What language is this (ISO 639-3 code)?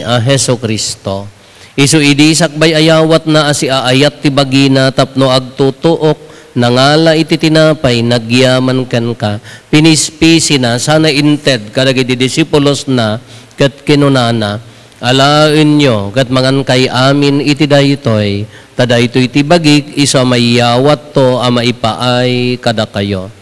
ilo